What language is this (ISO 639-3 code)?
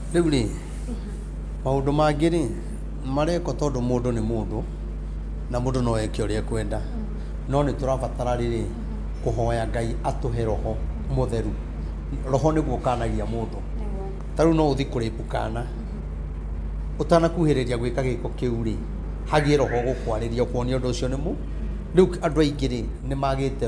kik